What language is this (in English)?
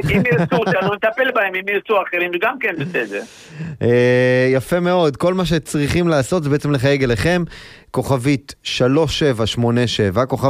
Hebrew